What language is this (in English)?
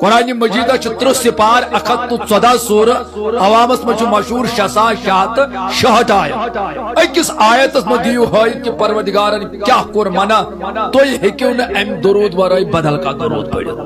Kashmiri